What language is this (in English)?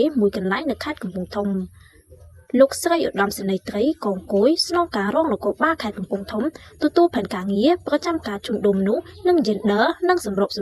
Khmer